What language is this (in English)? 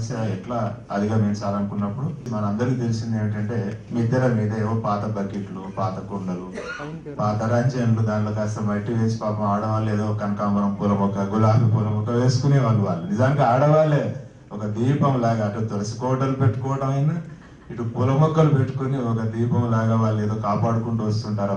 Telugu